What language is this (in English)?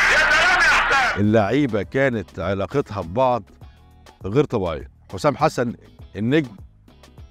Egyptian Arabic